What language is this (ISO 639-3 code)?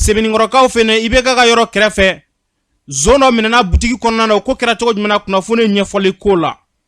bam